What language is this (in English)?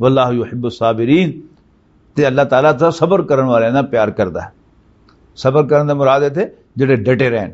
Western Panjabi